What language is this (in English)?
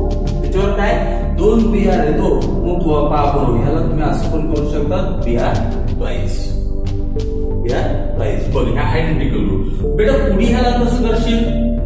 Marathi